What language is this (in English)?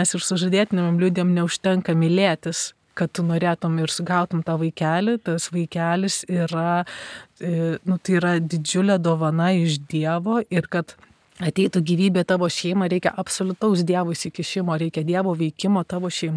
Lithuanian